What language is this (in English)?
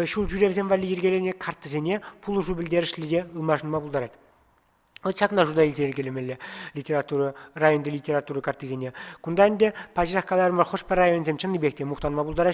Chuvash